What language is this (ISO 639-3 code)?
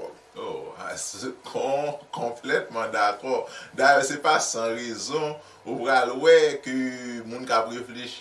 hat